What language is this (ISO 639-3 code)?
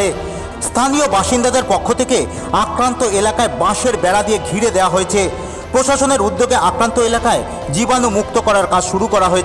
ben